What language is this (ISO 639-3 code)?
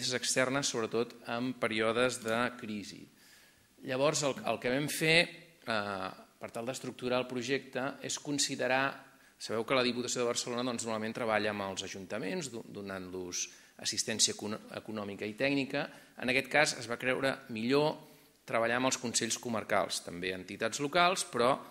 cat